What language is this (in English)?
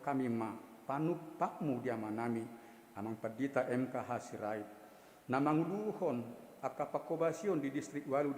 Batak Toba